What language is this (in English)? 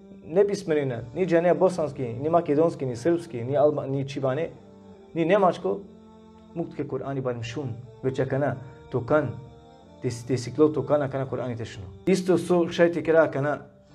Balkan Romani